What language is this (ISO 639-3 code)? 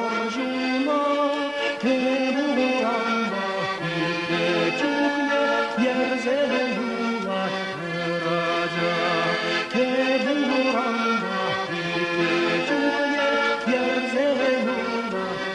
chv